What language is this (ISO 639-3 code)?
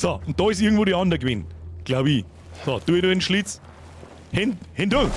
bar